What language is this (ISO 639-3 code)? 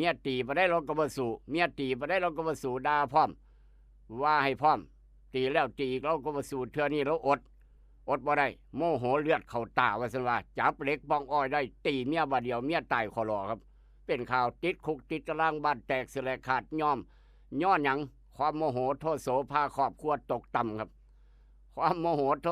tts